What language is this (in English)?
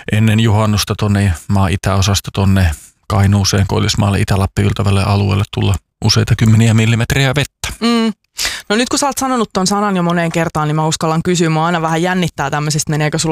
Finnish